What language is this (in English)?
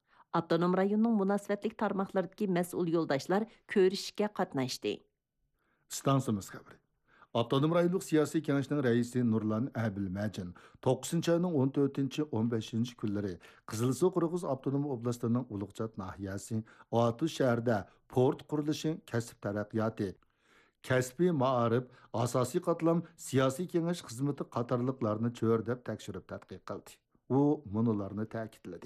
Uyghur